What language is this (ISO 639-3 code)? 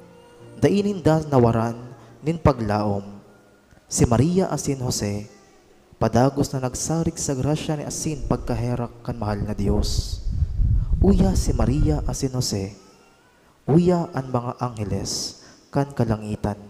bik